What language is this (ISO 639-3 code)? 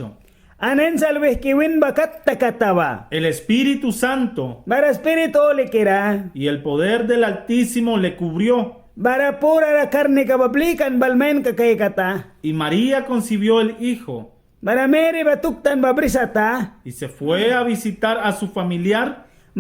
miq